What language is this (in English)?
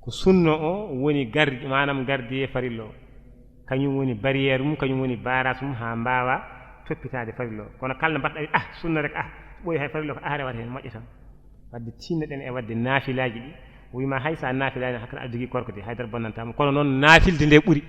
Fula